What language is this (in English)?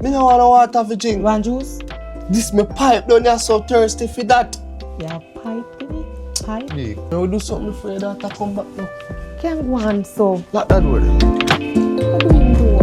Jamaican Creole English